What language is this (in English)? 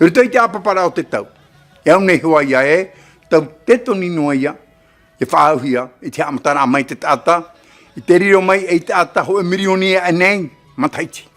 Tahitian